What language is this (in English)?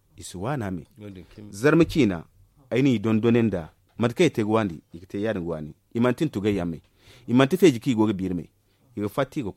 Zarma